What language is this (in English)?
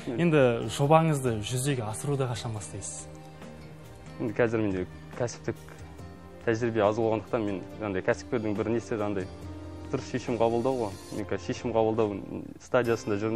Kazakh